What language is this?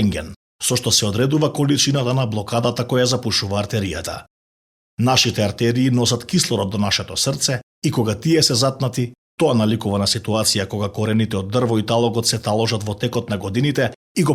Macedonian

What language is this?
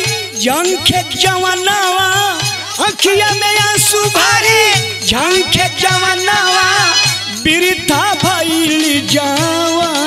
Bhojpuri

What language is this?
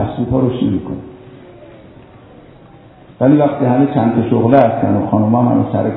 Persian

